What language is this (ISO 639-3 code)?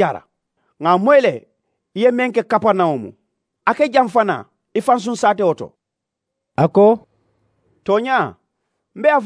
man